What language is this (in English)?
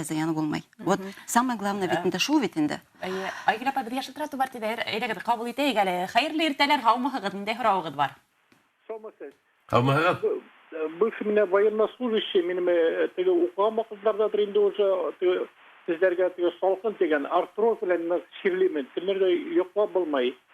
Bashkir